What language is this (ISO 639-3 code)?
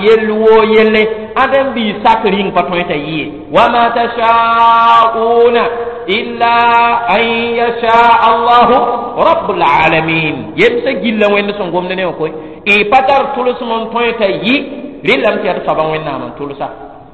mos